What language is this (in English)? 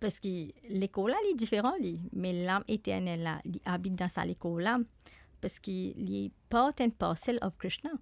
Morisyen